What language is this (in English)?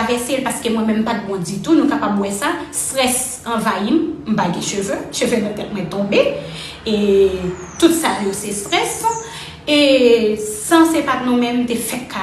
Haitian Creole